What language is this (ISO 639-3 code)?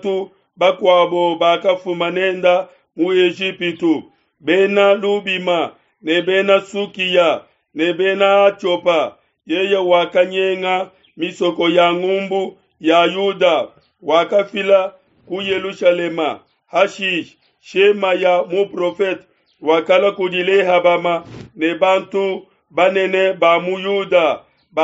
lua